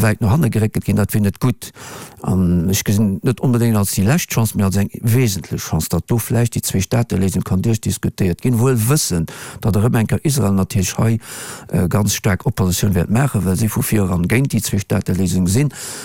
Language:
Luxembourgish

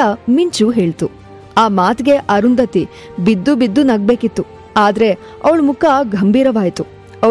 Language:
Kannada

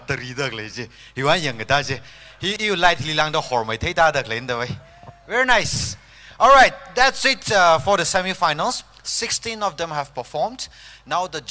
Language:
Tangkhul Naga (India)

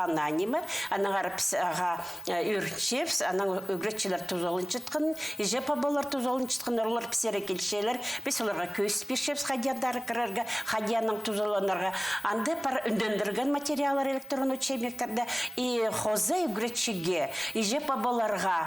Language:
Khakas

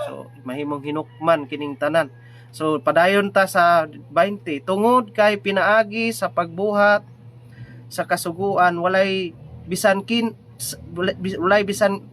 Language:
Cebuano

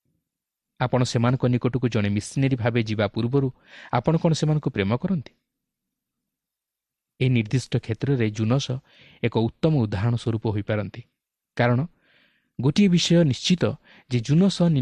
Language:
Odia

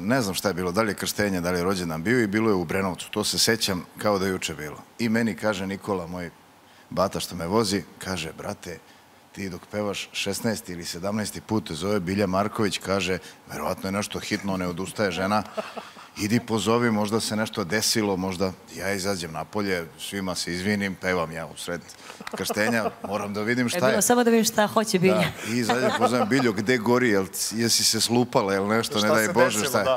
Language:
Serbian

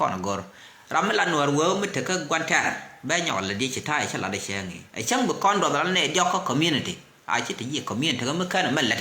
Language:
Nuer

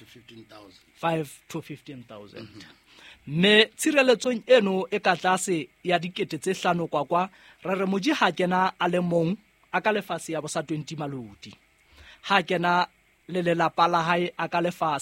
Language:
Southern Sotho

